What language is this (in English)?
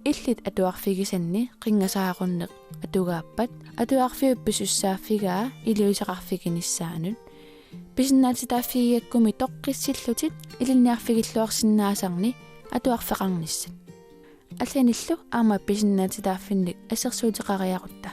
Kalaallisut